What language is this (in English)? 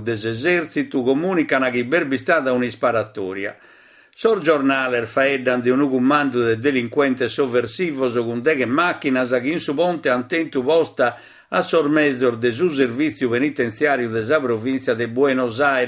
Sardinian